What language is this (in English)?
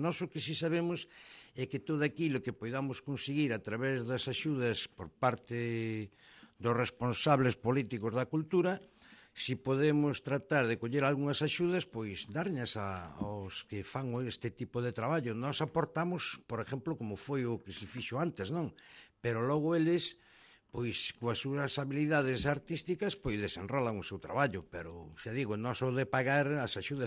Galician